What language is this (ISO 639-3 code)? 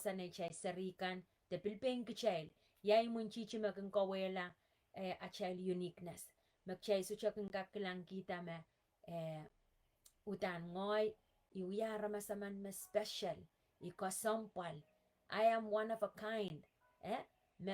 pon